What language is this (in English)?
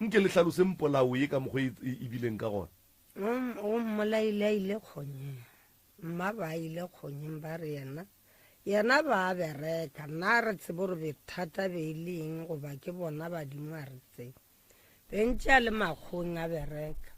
Northern Sotho